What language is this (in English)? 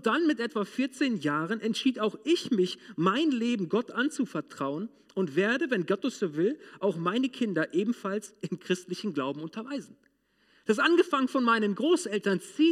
German